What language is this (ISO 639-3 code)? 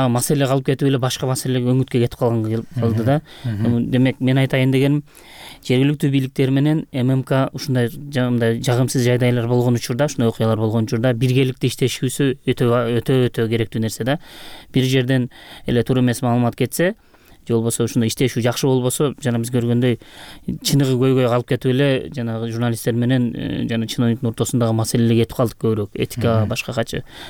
kir